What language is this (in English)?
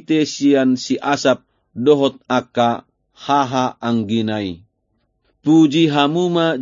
Batak Toba